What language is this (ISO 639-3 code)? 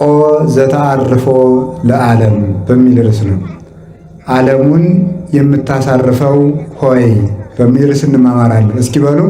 amh